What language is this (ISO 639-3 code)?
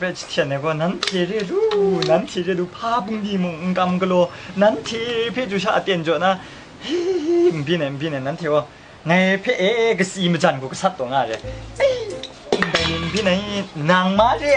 kac